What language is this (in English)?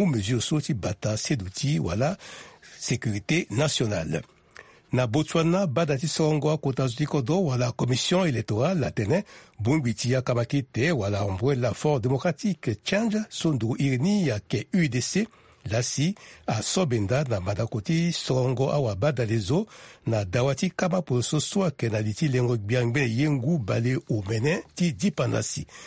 Sango